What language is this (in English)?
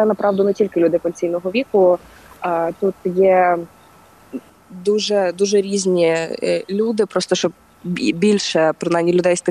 Ukrainian